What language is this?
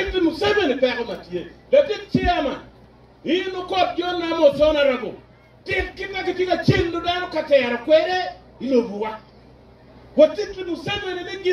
Acoli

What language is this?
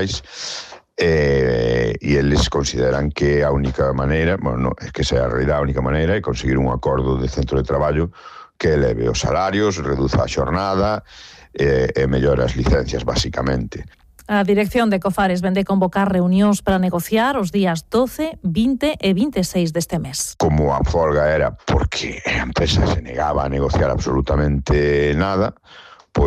Galician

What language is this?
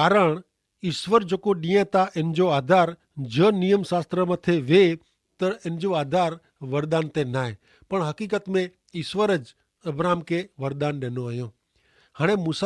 Kachhi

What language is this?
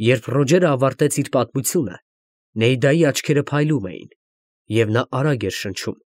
Armenian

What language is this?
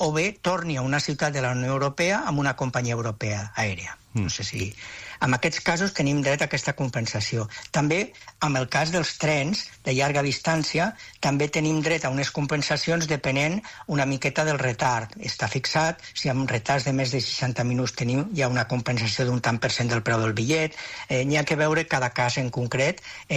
Catalan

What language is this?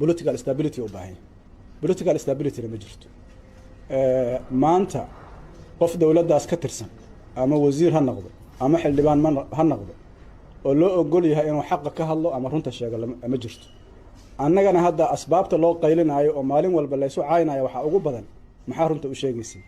Somali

